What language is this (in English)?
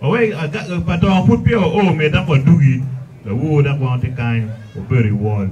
Acoli